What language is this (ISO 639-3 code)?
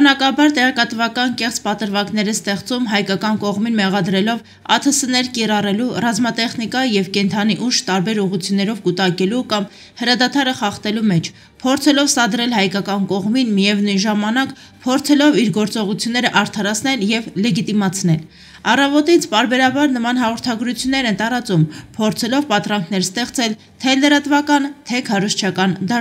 hye